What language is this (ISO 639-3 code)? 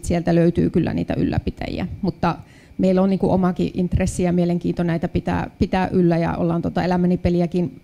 fin